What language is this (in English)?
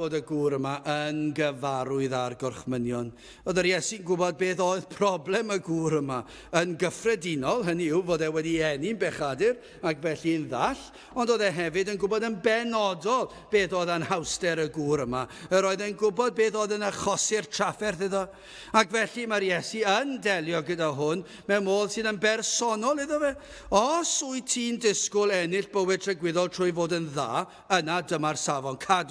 Welsh